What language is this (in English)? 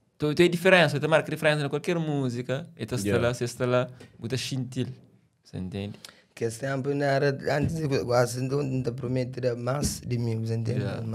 Kabuverdianu